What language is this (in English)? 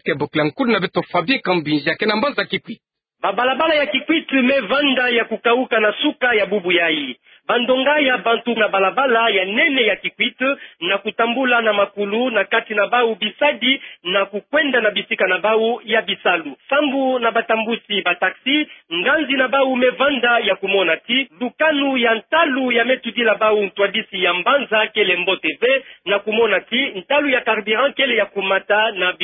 Kituba (Democratic Republic of Congo)